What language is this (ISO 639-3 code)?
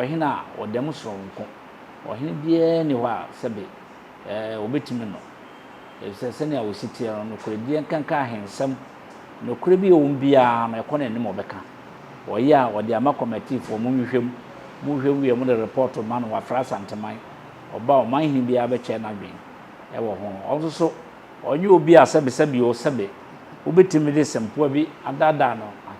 aka